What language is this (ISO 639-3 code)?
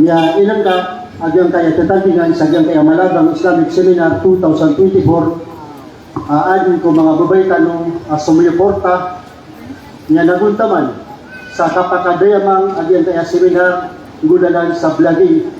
mrw